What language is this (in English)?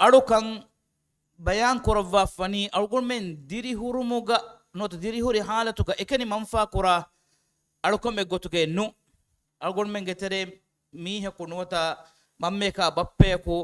Divehi